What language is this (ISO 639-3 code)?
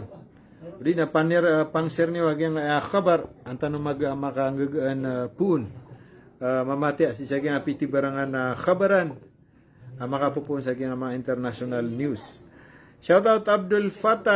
mrw